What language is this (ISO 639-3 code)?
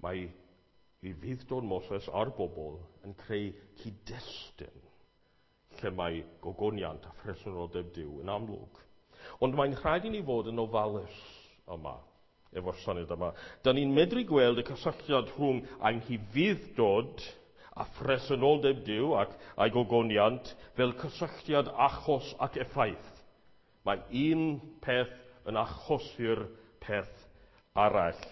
cym